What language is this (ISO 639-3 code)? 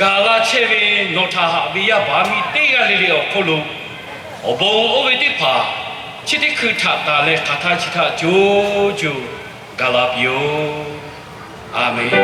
lhu